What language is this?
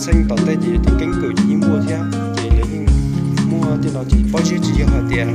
Hmong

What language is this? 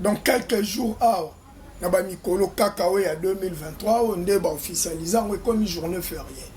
Lingala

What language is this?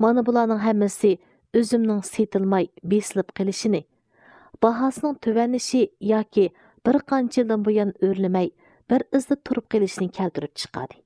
Uyghur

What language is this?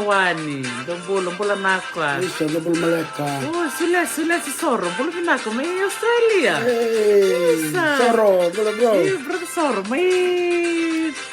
Fijian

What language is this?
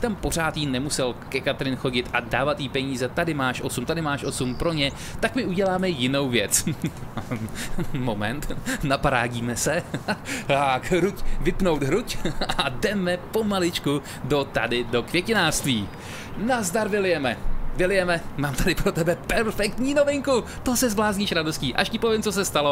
Czech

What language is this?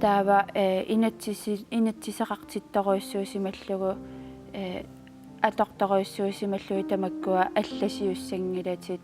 Kalaallisut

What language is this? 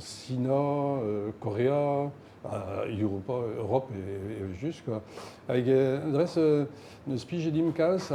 Breton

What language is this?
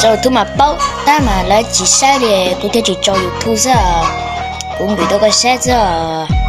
Hmong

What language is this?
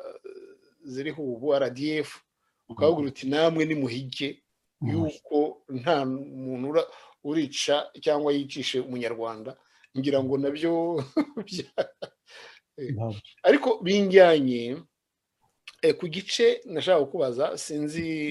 Kinyarwanda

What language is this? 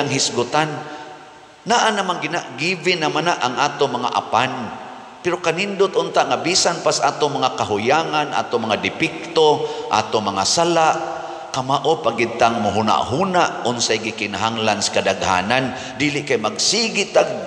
Cebuano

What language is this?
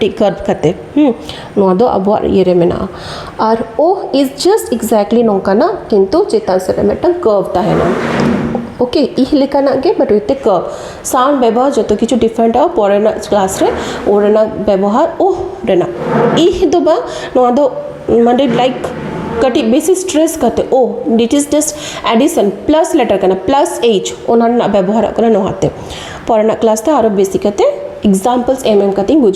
Santali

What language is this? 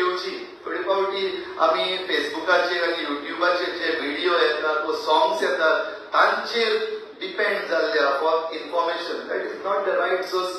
Konkani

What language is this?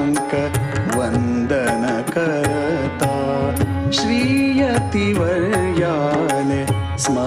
Konkani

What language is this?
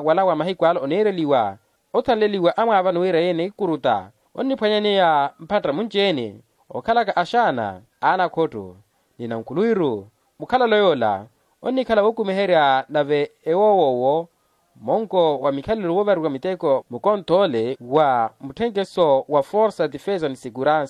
Makhuwa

